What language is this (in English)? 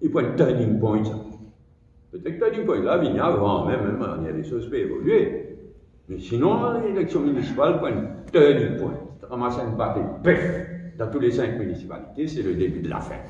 Morisyen